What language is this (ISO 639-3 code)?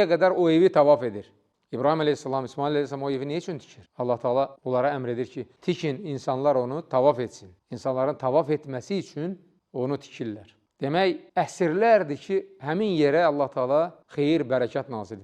aze